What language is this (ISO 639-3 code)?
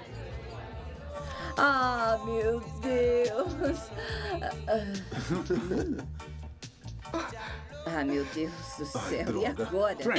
por